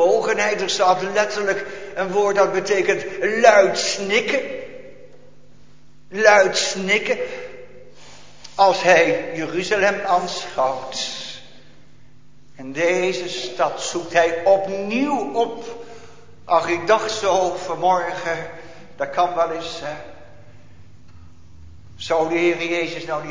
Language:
Dutch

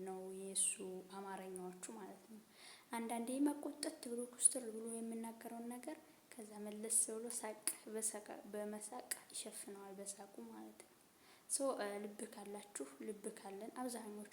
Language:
Amharic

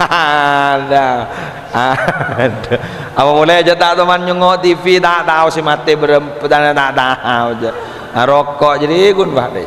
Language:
Madurese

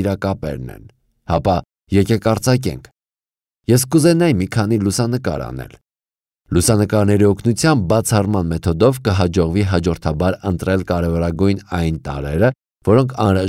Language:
Armenian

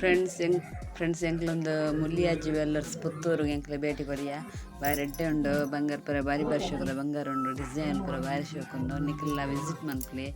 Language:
Tulu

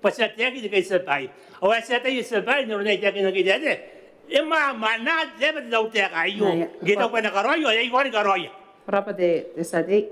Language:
Gilbertese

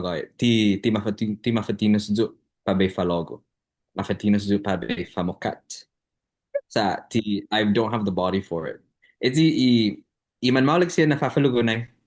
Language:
Chamorro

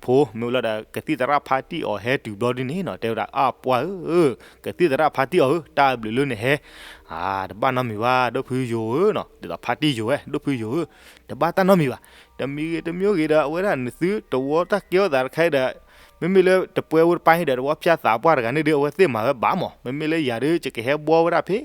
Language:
S'gaw Karen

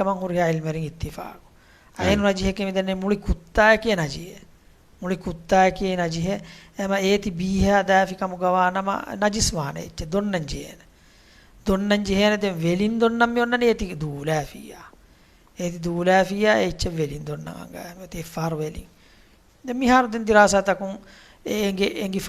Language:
Divehi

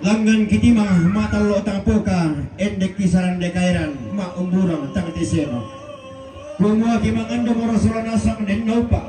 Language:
Toraja-Sa'dan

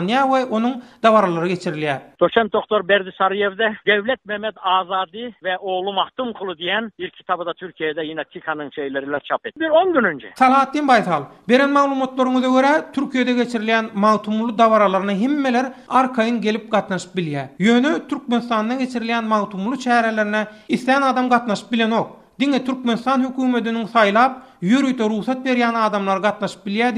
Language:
Turkmen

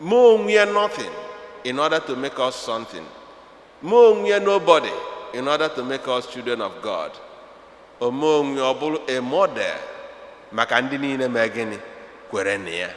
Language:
Igbo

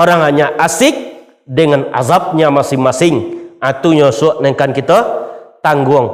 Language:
Minangkabau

